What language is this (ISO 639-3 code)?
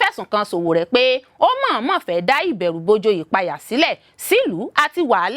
yor